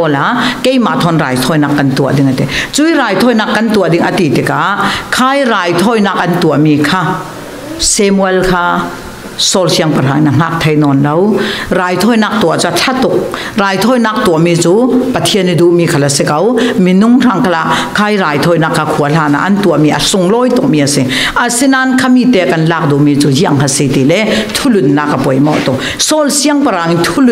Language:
Falam Chin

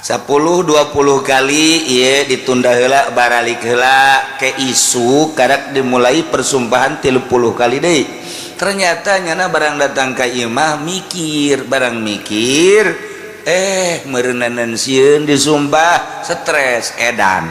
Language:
Sundanese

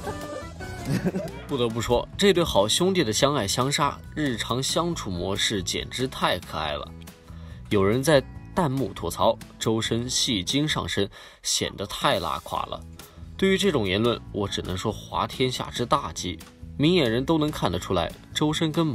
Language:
Chinese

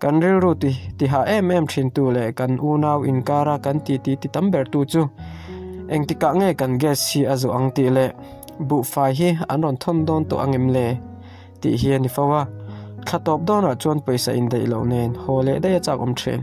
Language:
Mizo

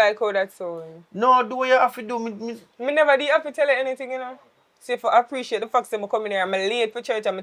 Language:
Jamaican Creole English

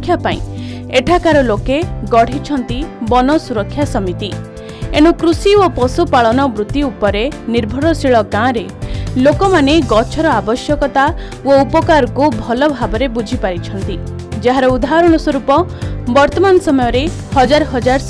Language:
Odia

